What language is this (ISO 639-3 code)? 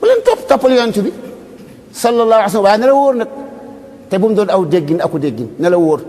wol